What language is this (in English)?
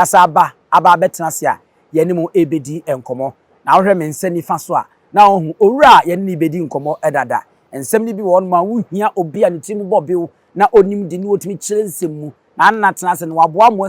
Akan